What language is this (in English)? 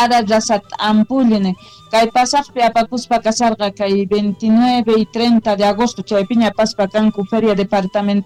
Quechua